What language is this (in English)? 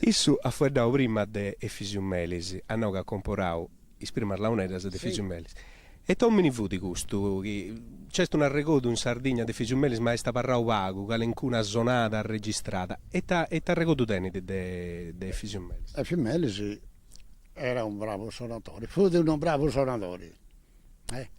Sardinian